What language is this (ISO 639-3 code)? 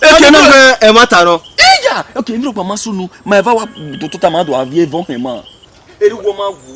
bin